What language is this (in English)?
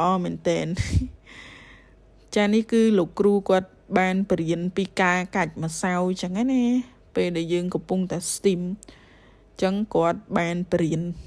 Khmer